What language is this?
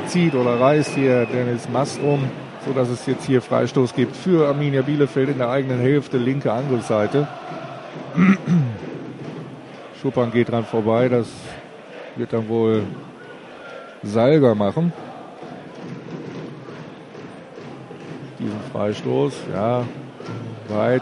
German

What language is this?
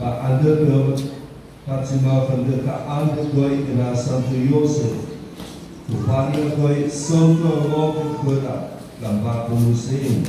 Nias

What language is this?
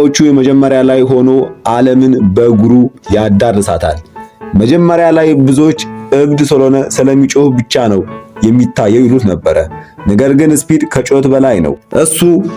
Amharic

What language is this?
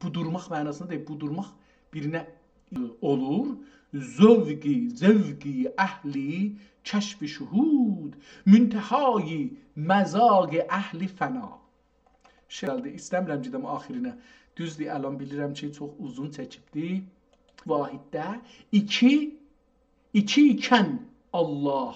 South Azerbaijani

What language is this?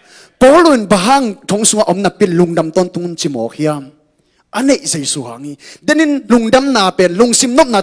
Tedim Chin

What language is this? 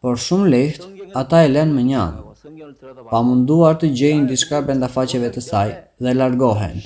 Albanian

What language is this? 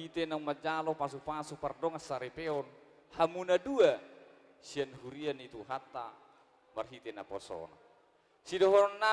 Batak Toba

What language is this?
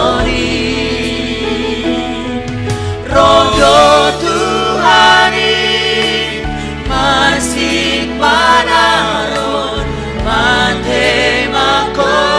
Batak Simalungun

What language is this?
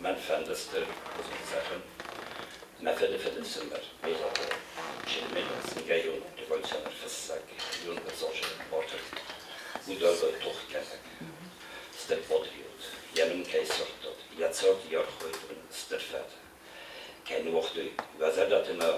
Ossetic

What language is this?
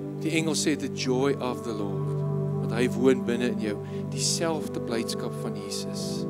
Afrikaans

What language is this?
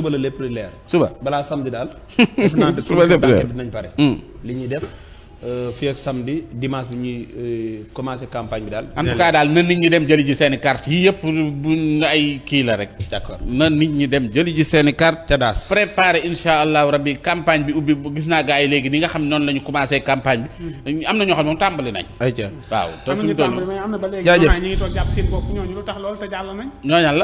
Wolof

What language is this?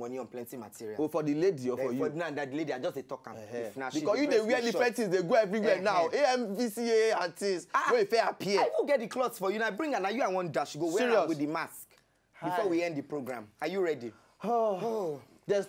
Nigerian Pidgin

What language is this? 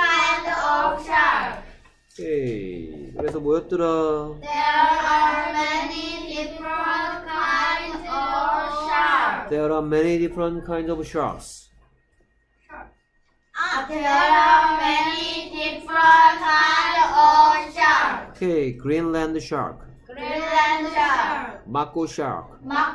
Korean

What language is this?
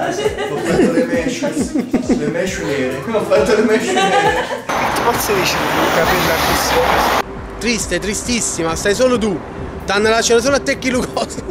Neapolitan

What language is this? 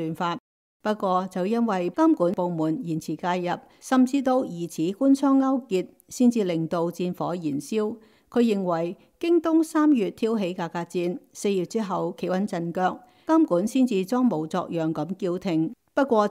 Cantonese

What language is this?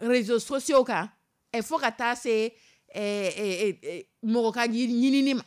Dyula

